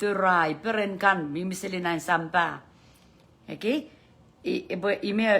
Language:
Pohnpeian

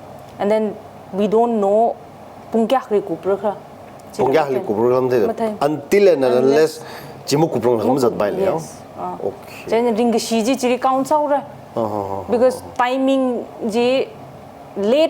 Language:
Tangkhul Naga (India)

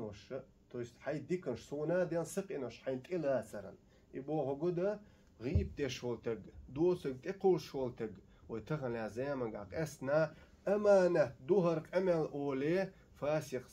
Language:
Chechen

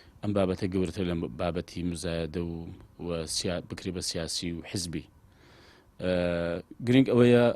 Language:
Central Kurdish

